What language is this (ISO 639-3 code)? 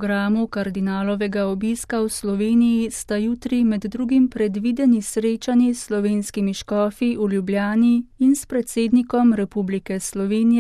slv